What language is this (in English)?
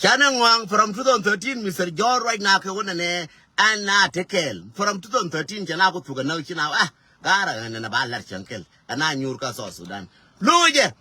Nuer